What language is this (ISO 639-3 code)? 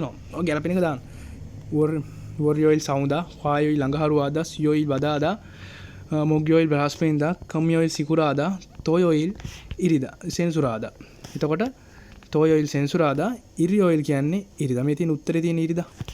sin